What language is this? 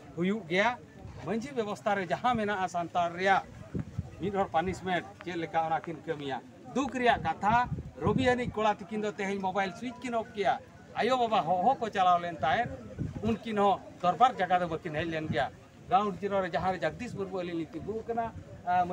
Santali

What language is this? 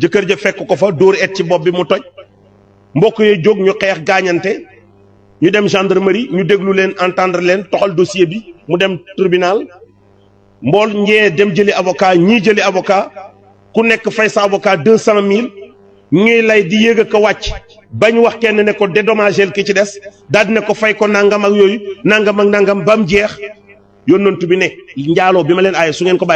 Wolof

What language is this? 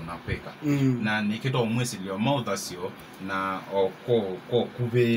Kamba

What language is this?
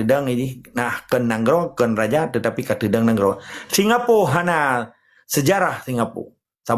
Achinese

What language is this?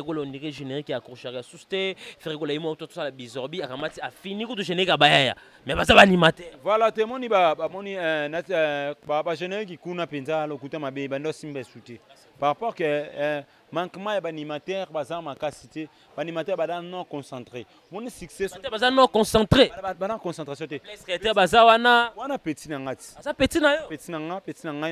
Lingala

